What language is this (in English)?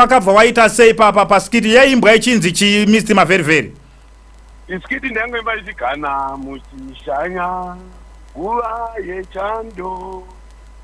Shona